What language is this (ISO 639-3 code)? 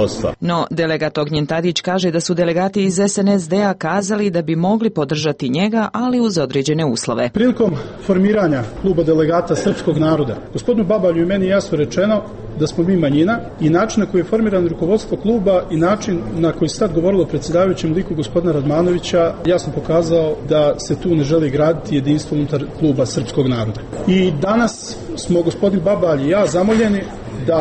hrv